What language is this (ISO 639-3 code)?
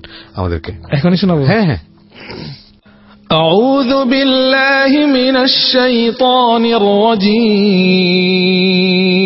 ben